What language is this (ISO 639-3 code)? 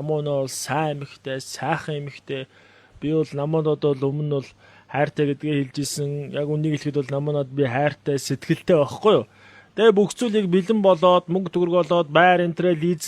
mon